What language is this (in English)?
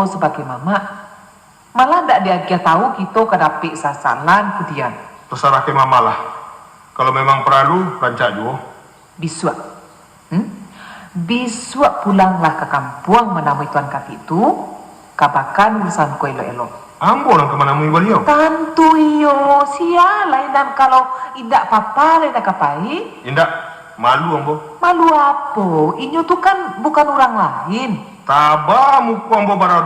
Minangkabau